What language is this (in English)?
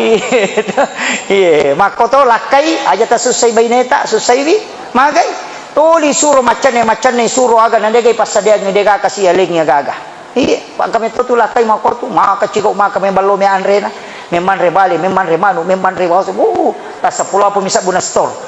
Buginese